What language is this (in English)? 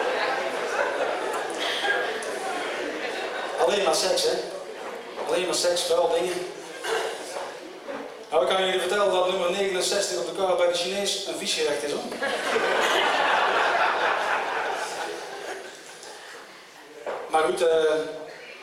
Dutch